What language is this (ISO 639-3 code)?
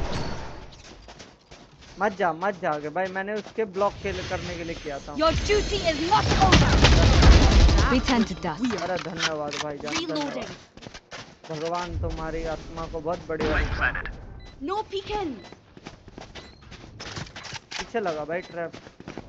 hin